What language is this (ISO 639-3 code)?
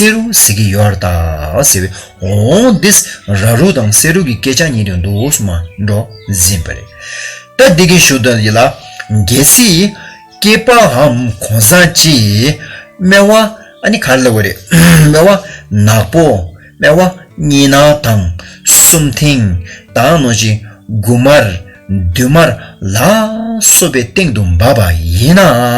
bod